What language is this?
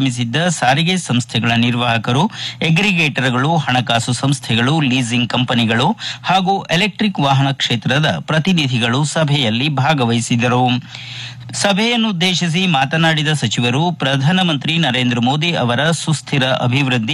Kannada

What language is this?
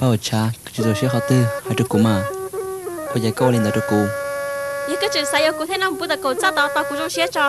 Hmong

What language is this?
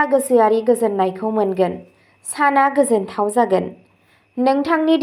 Bodo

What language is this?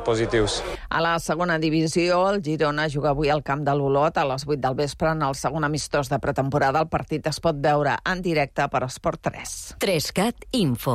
Catalan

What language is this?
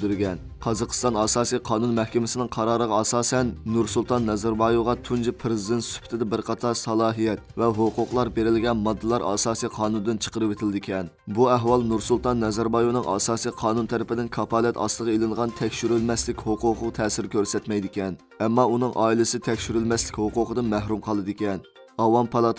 Uyghur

